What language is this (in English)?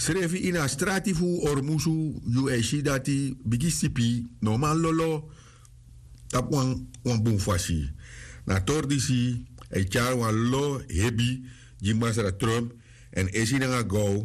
Sranan Tongo